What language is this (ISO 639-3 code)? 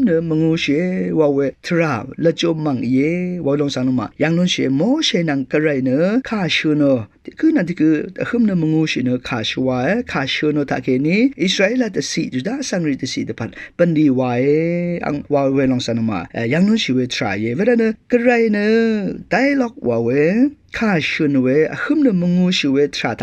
raw